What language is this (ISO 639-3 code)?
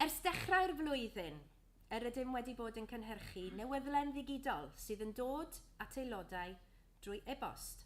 cym